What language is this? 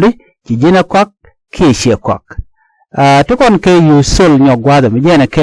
Nuer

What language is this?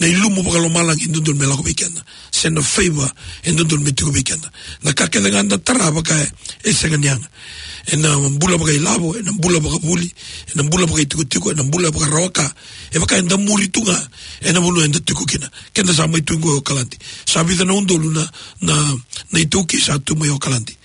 Fijian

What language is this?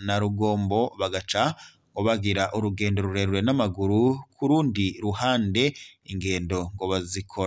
Rundi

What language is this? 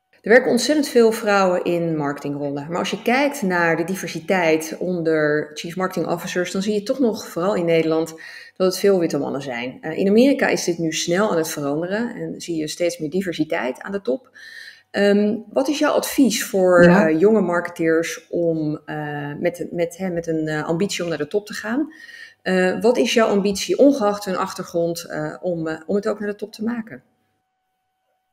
Dutch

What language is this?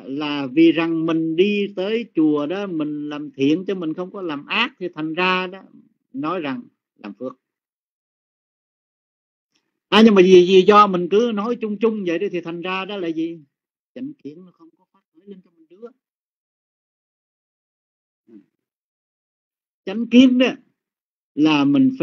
Vietnamese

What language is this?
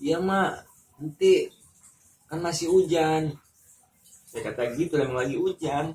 Betawi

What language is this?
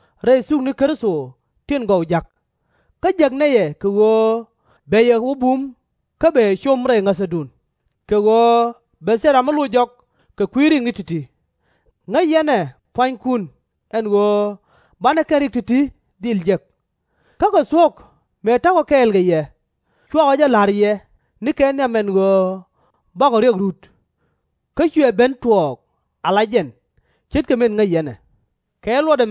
Nuer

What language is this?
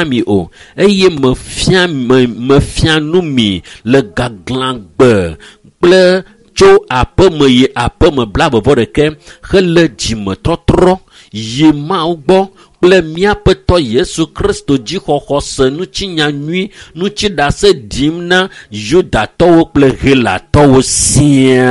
Ewe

